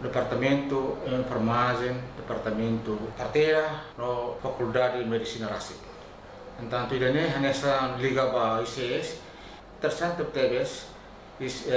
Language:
Tetum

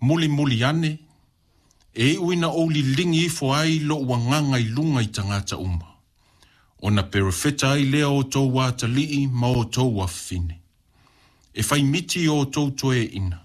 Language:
Samoan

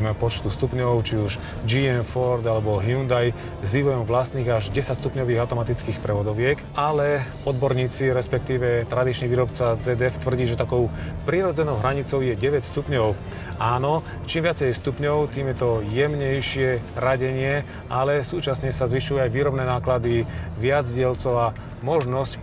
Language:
Slovak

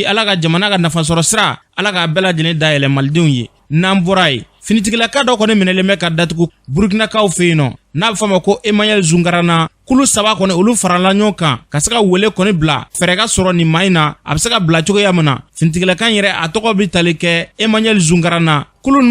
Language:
Bambara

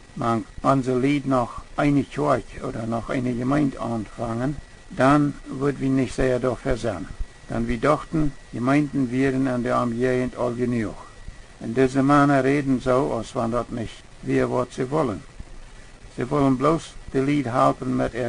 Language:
Plautdietsch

